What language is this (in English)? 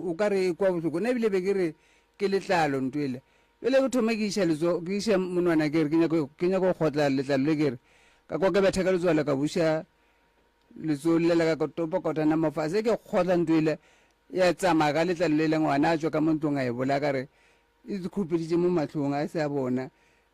Northern Sotho